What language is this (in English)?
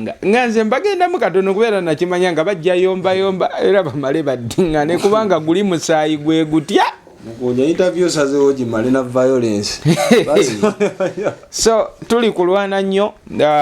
Ganda